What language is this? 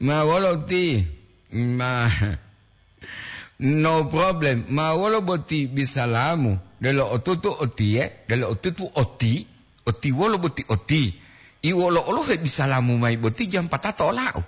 Gorontalo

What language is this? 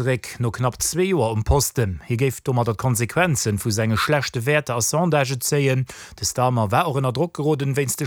Luxembourgish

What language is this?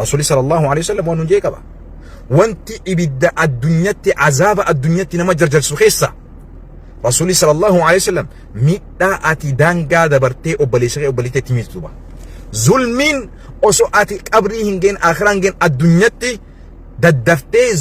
Oromo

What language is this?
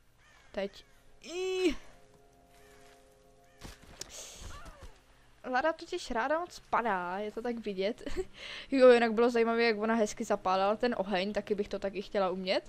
Czech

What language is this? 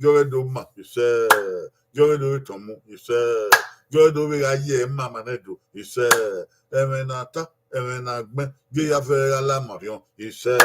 Bini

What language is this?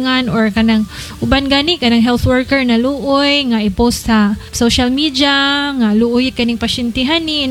Cebuano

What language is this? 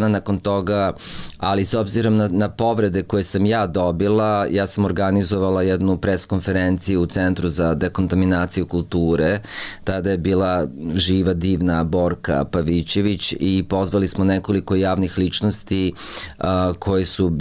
Serbian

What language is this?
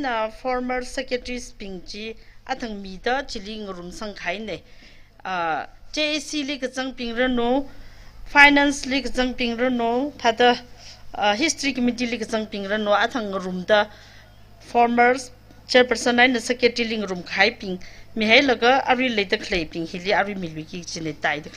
Tangkhul Naga (India)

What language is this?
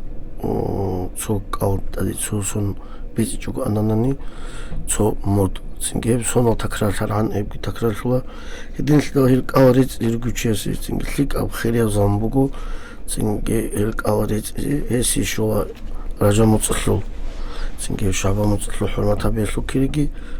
Avaric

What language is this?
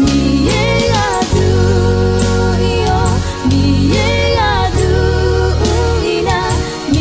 Akha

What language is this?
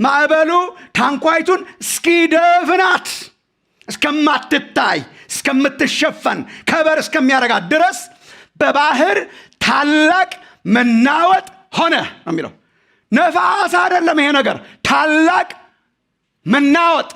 Amharic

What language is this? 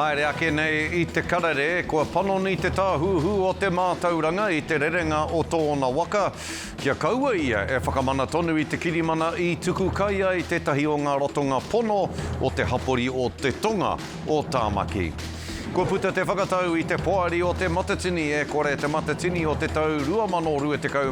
Māori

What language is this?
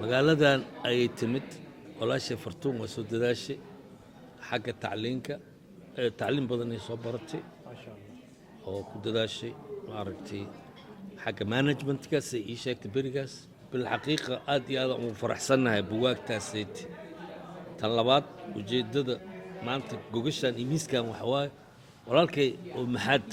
Somali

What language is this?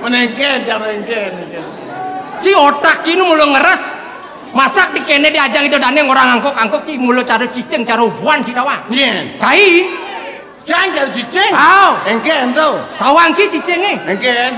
Balinese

